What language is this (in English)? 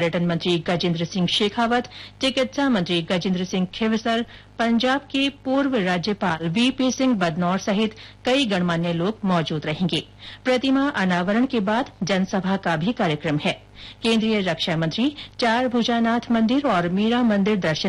Hindi